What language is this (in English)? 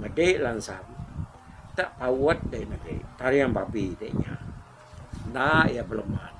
Iban